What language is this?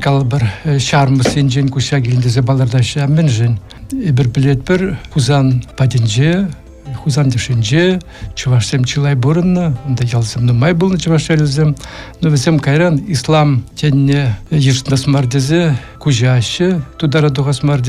Chuvash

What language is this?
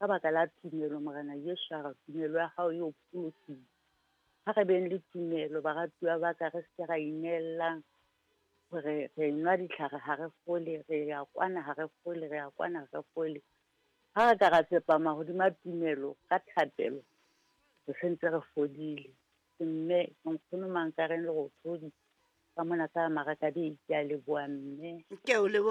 Southern Sotho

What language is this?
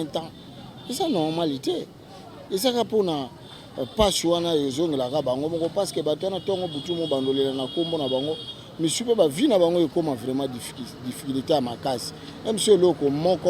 Lingala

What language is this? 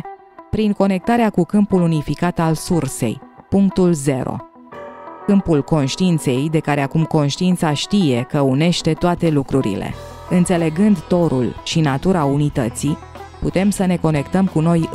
Romanian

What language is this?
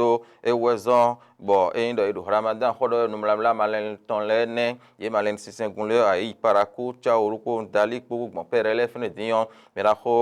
Fon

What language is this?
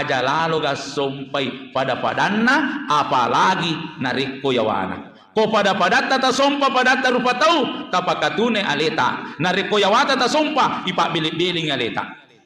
Buginese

